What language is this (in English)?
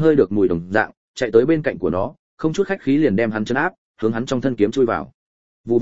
Vietnamese